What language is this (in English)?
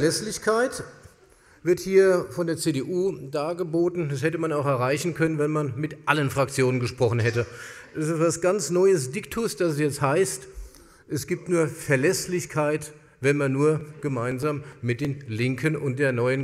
German